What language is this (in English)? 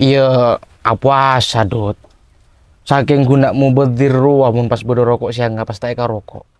Madurese